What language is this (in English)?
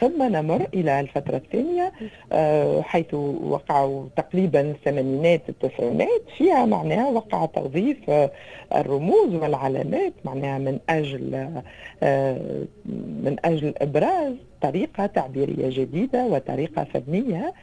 Tunisian Arabic